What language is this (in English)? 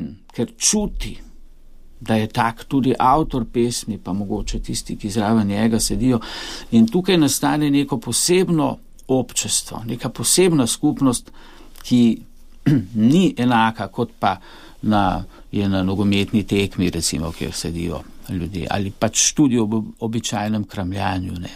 Slovenian